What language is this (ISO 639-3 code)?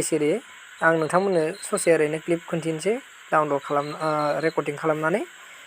brx